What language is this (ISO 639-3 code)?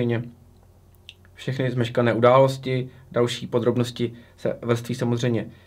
ces